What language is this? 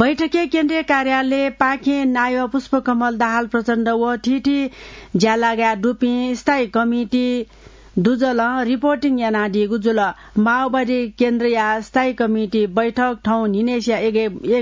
Newari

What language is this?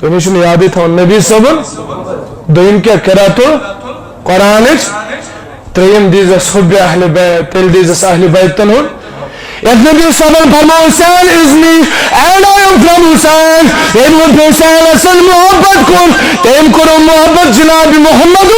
Kashmiri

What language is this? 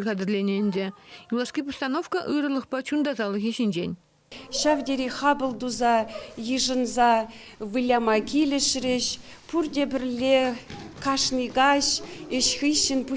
Chuvash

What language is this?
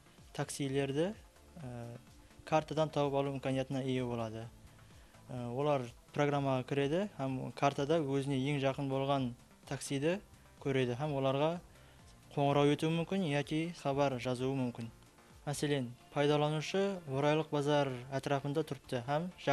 Kara-Kalpak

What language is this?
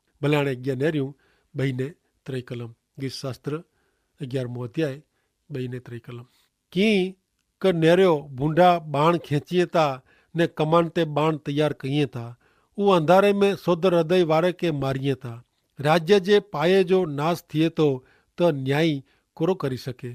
Kachhi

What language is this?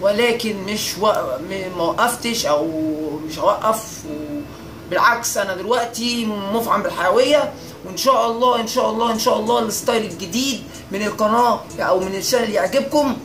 Egyptian Arabic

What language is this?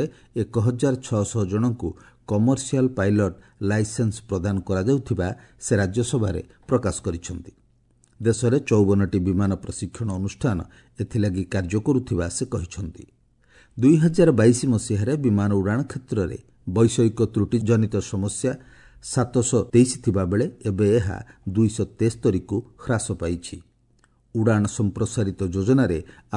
Odia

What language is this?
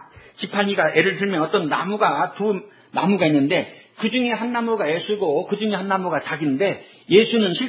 Korean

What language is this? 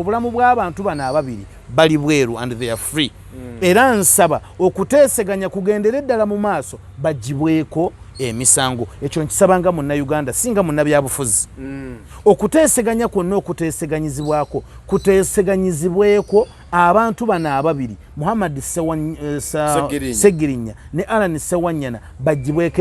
Ganda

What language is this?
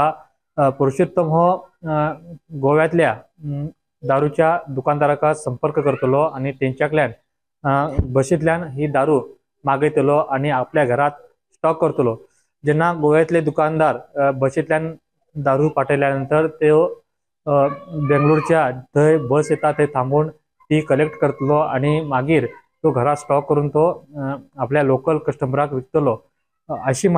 Konkani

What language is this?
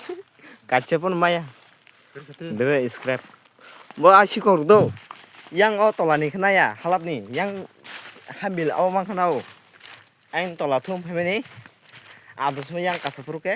Kok Borok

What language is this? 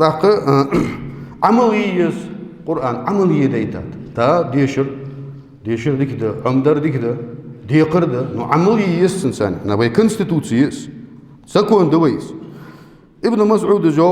Ingush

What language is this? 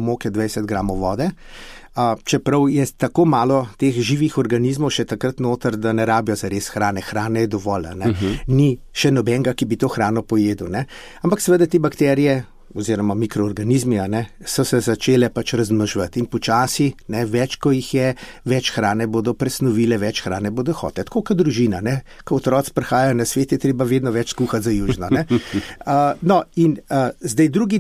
Slovenian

